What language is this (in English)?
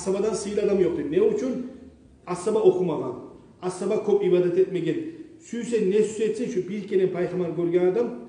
Kumyk